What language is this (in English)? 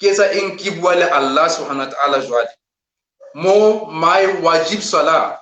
Southern Sotho